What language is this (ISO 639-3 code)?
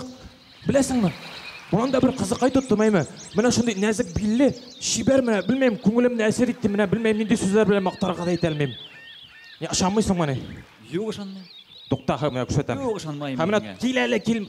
bak